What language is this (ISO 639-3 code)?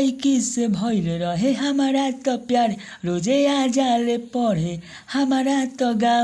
bho